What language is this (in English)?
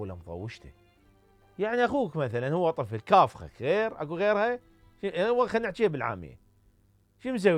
Mesopotamian Arabic